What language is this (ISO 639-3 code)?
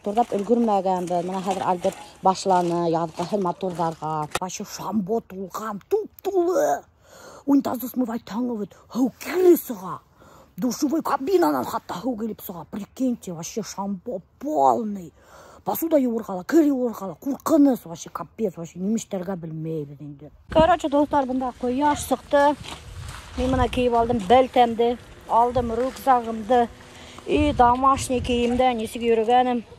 bak